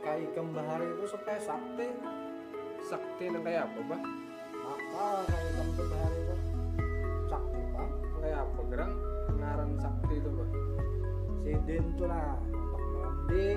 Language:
Banjar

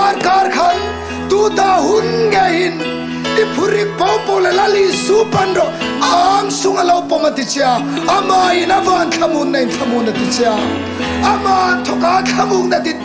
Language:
Hmar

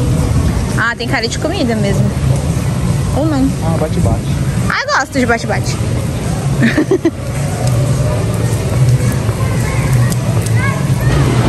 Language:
Portuguese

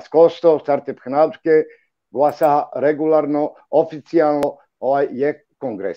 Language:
Balkan Romani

